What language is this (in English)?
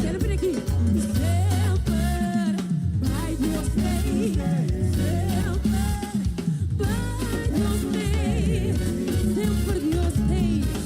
Papiamento